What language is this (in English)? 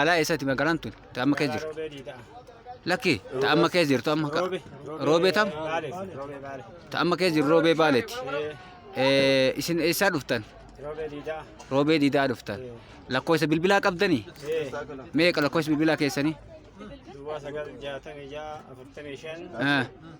Oromo